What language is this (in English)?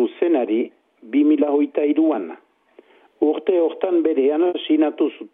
Basque